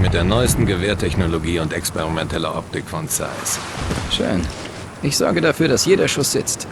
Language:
Bavarian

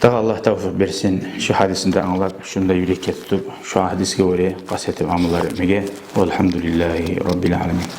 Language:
Kumyk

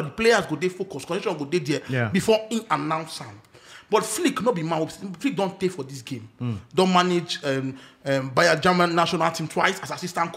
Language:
Nigerian Pidgin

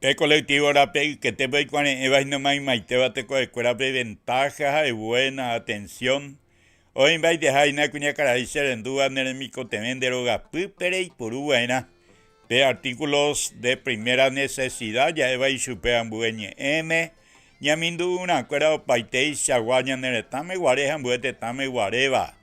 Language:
Guarani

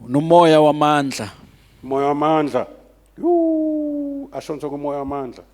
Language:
Zulu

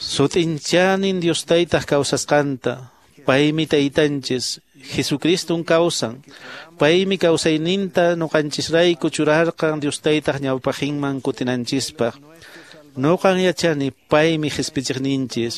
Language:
Quechua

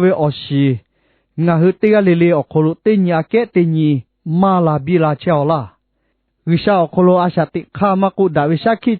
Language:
Lahu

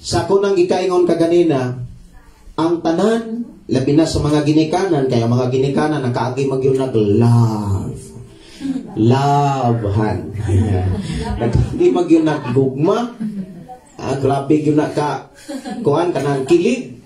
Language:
Cebuano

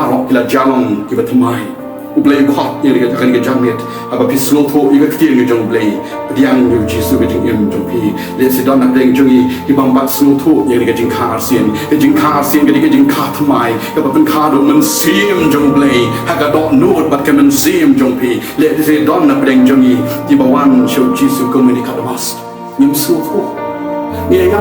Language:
Khasi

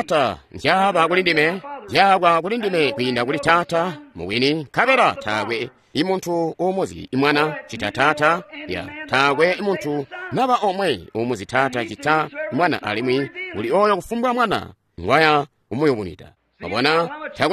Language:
Tonga (Zambia)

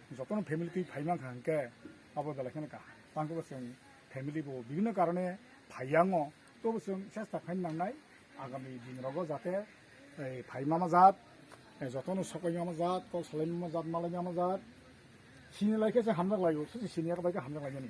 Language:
Kok Borok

